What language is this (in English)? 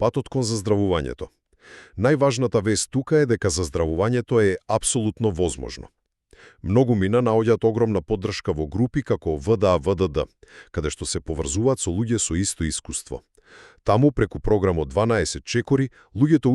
Macedonian